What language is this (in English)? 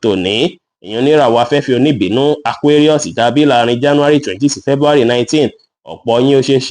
Yoruba